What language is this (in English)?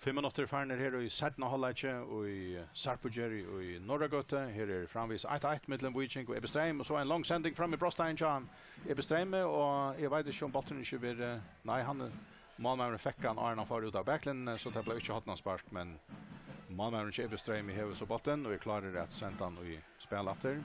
Faroese